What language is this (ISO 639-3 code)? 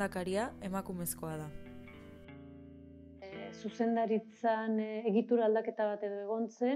eus